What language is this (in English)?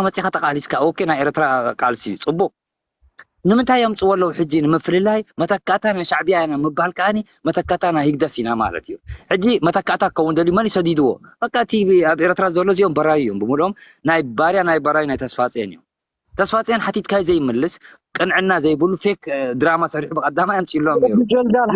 Tigrinya